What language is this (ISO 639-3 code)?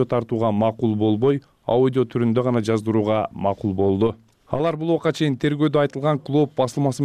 kir